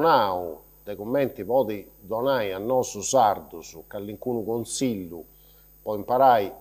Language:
Sardinian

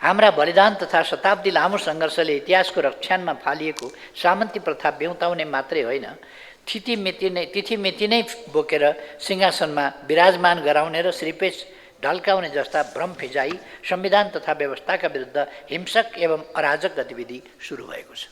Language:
Nepali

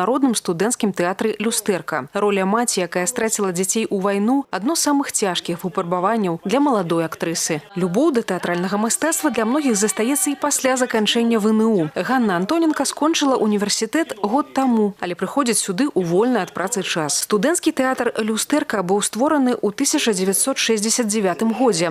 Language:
Belarusian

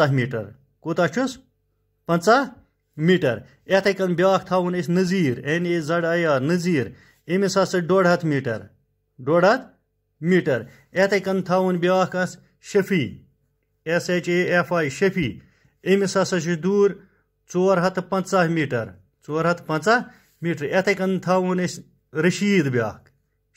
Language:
Kashmiri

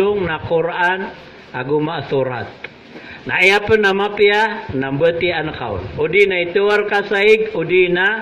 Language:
Maranao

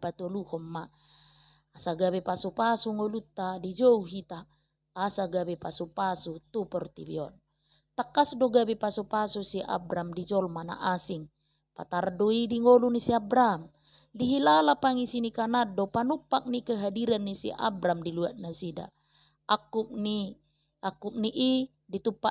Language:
Batak Toba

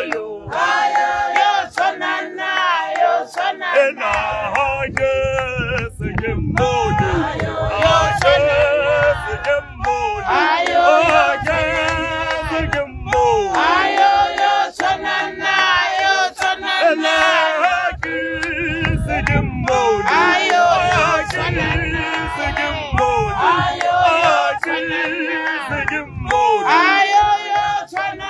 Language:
Tswana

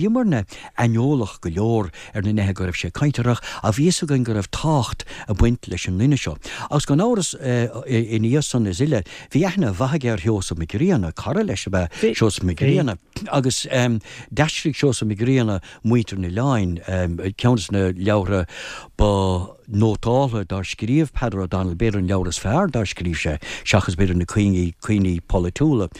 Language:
Irish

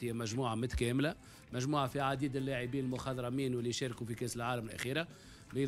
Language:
Tunisian Arabic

